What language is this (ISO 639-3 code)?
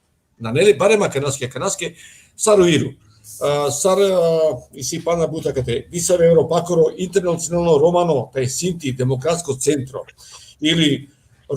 rmn